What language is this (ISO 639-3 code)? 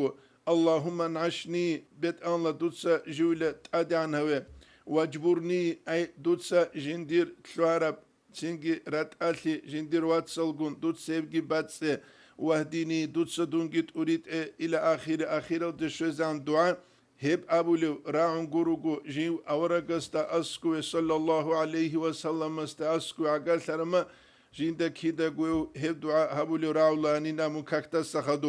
ava